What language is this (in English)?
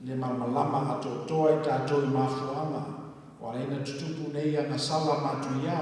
Samoan